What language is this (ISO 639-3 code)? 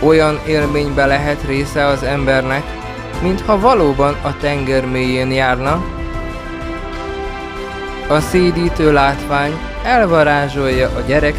hun